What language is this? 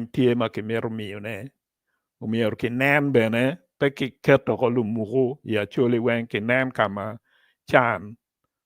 Acoli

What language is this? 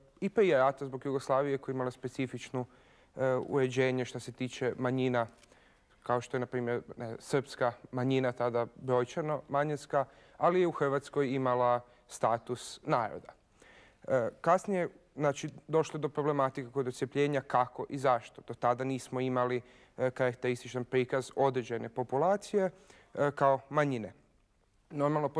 Bosnian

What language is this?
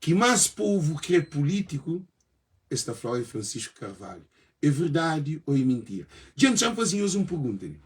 Kabuverdianu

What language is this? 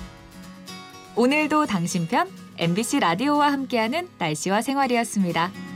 Korean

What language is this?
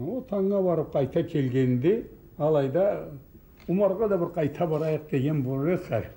Karachay-Balkar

